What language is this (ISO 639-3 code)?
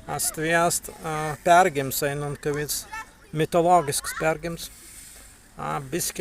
prg